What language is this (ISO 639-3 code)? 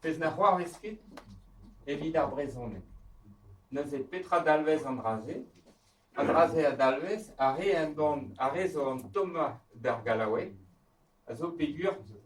bre